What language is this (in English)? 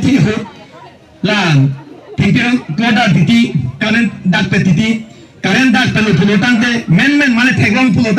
Karbi